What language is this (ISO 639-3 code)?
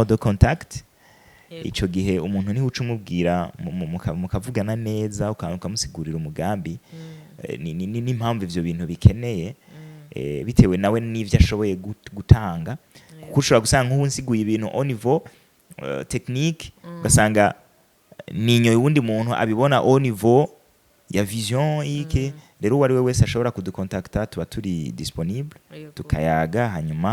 run